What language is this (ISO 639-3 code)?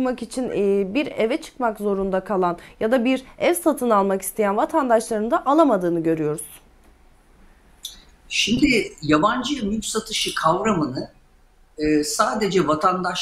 tur